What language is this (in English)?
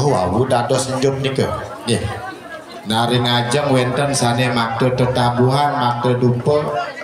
Balinese